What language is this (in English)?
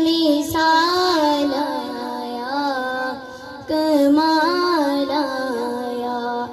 Pahari-Potwari